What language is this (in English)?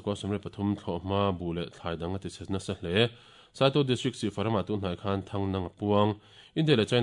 Mizo